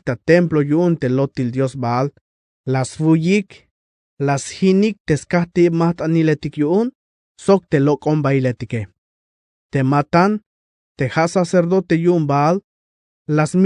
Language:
Tzeltal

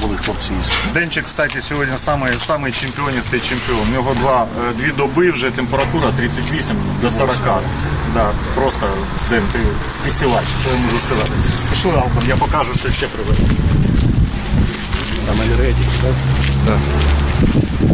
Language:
Ukrainian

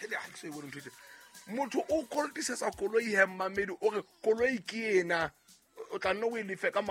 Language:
Southern Sotho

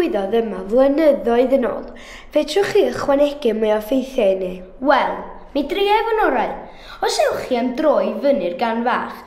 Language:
Welsh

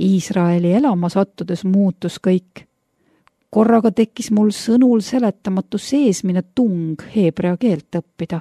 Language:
Estonian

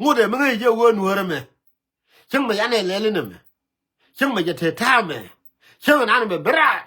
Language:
Nuer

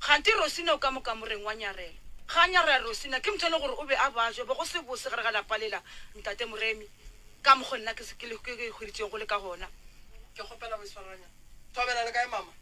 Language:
Northern Sotho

